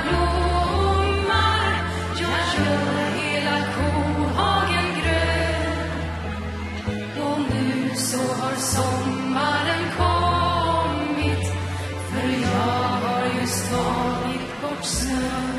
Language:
Swedish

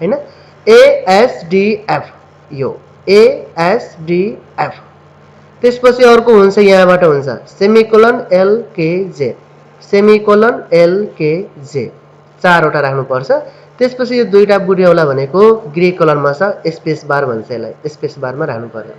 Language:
Nepali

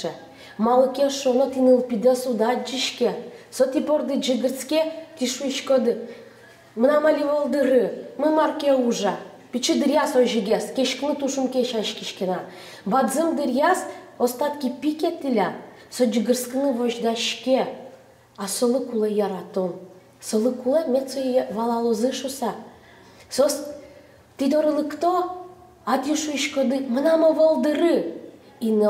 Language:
Udmurt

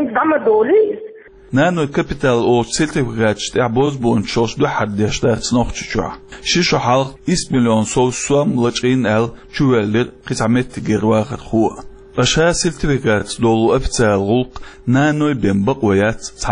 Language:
Chechen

